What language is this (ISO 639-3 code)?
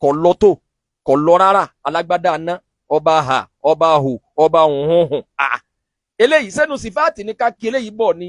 yor